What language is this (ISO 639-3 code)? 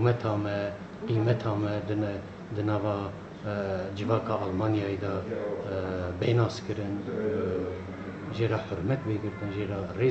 kur